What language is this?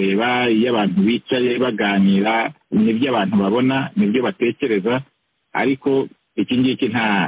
Kinyarwanda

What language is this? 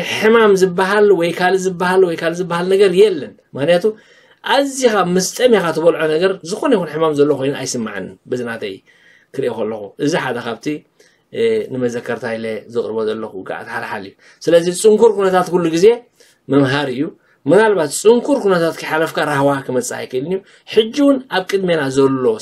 Tigrinya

